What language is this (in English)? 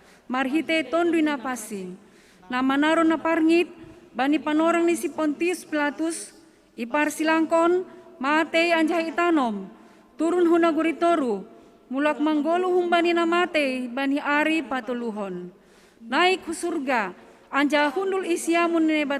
Batak Simalungun